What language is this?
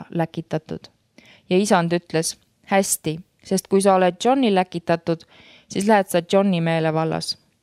Estonian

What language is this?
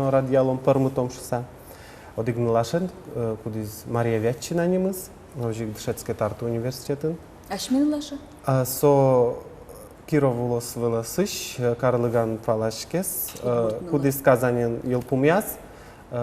Udmurt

